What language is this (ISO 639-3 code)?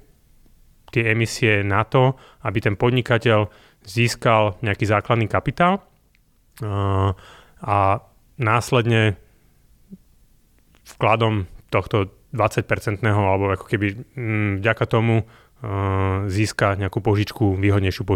slk